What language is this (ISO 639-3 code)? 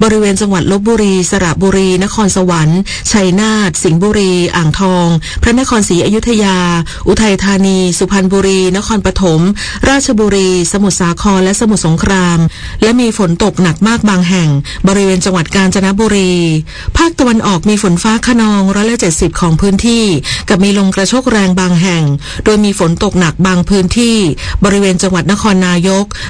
tha